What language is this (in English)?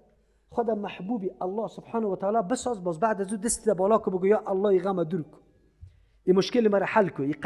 Persian